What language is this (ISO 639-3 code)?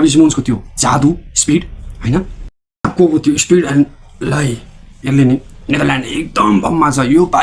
nep